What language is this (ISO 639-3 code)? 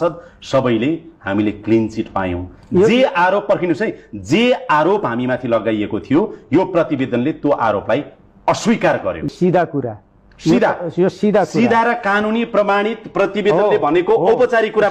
nep